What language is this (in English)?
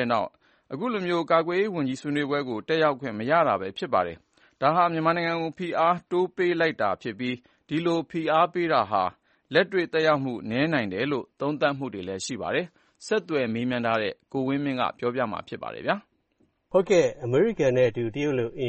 Burmese